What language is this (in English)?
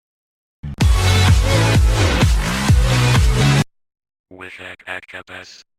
Marathi